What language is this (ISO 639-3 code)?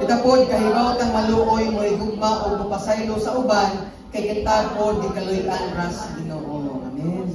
ceb